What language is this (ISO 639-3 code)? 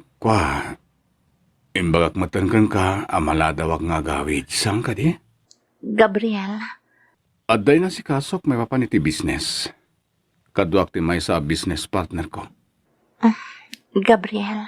ilo